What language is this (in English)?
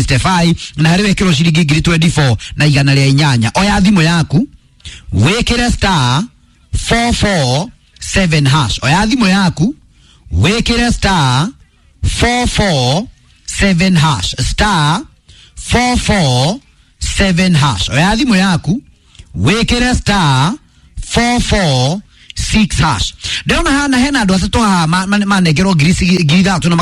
Kikuyu